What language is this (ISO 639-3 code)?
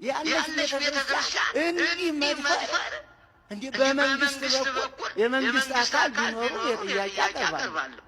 amh